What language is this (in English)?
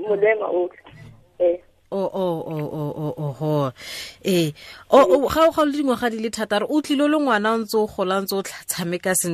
Tswana